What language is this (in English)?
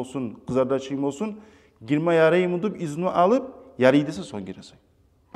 Kumyk